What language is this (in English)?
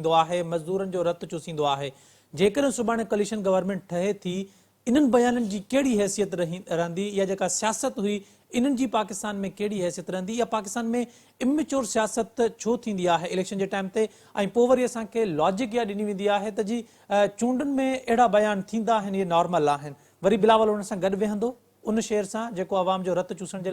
Sindhi